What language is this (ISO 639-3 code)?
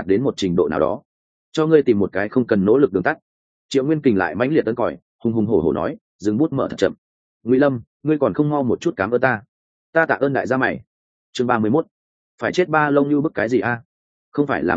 vie